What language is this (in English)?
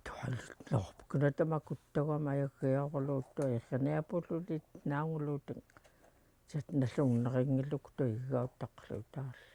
Central Yupik